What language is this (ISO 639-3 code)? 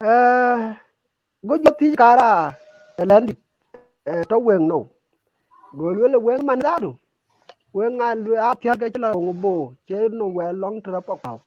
din